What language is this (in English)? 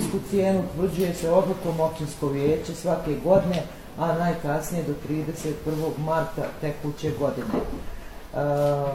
Bosnian